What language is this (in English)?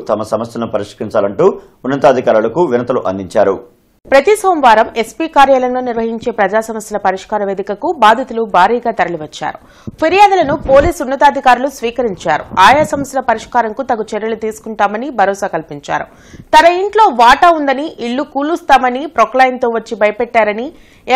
Telugu